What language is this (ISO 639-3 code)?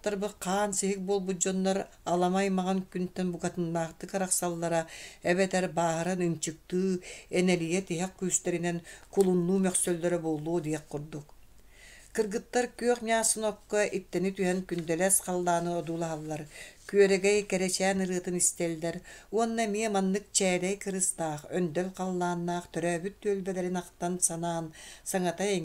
sah